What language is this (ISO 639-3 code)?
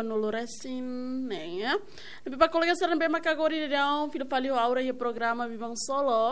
tet